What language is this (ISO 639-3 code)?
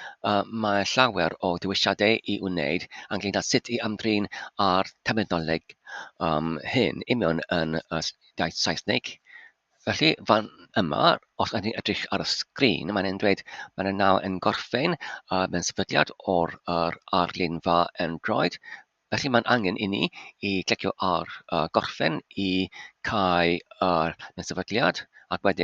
cym